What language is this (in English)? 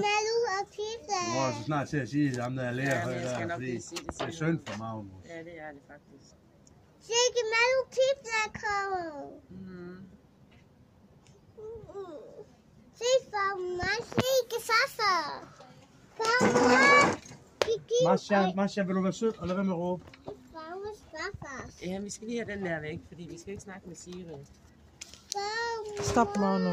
Danish